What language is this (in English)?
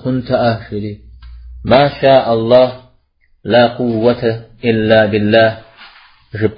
Kabardian